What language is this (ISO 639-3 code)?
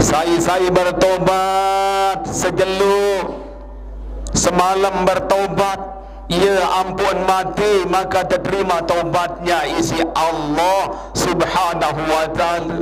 sas